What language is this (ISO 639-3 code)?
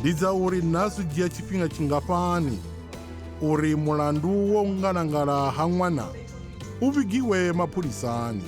ven